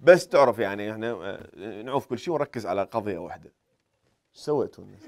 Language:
Mesopotamian Arabic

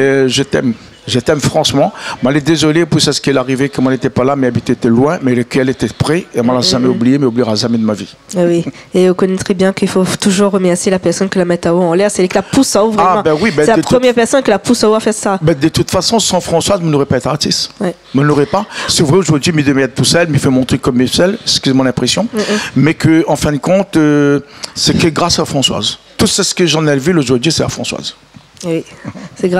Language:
Réunion Creole French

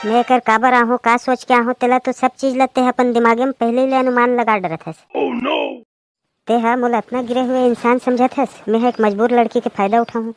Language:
Chhattisgarhi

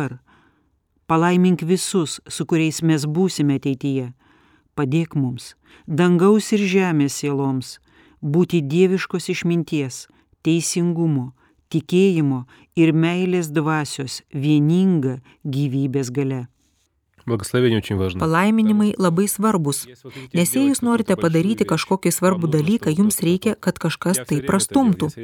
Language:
Lithuanian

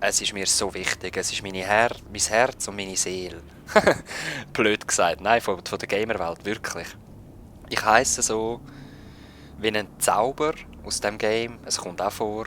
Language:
Swiss German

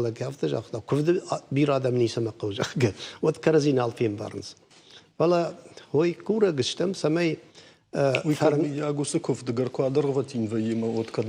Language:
Ossetic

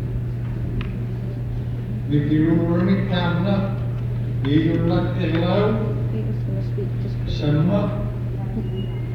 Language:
Indonesian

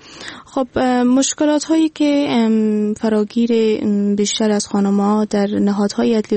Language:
Persian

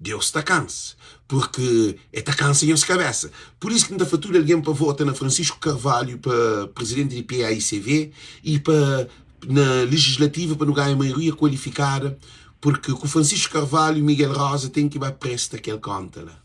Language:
Kabuverdianu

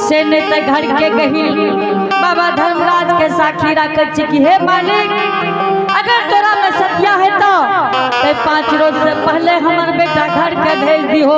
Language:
Angika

